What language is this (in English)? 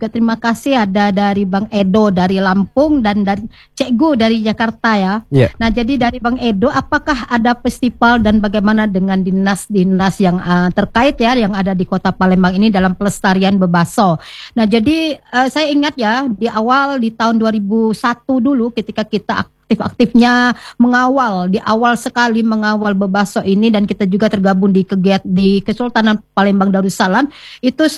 Indonesian